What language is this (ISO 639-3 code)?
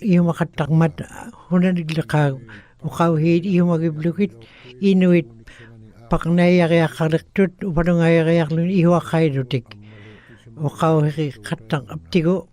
ikt